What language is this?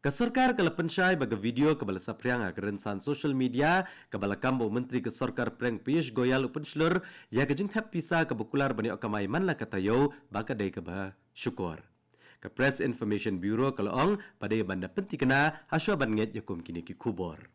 Khasi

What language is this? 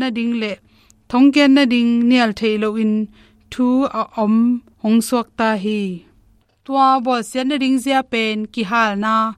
Tedim Chin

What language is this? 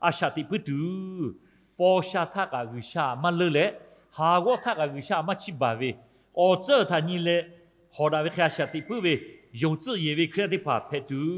Lahu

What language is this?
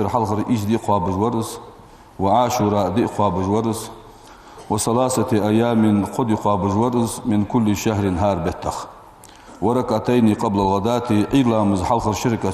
Ingush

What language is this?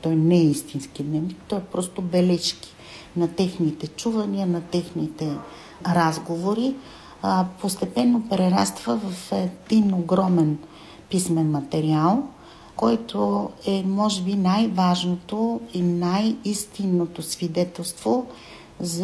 Bulgarian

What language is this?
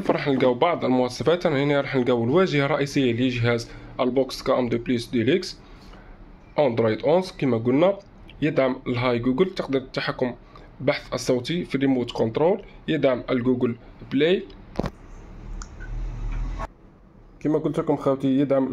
Algerian Arabic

